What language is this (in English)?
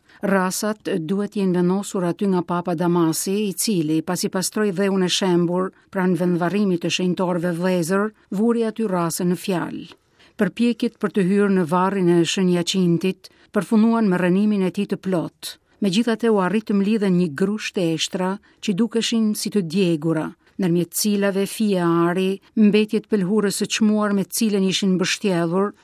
Albanian